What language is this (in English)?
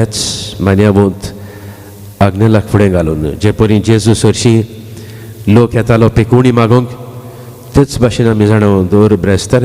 Konkani